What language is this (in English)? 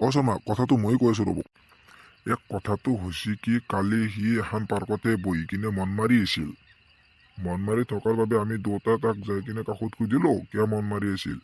Assamese